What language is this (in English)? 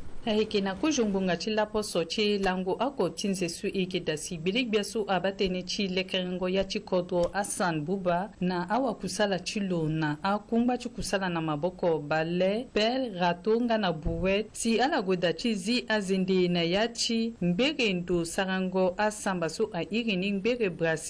Sango